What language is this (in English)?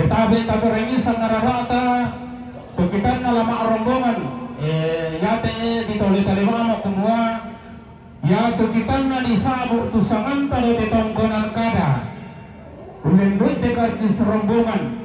Toraja-Sa'dan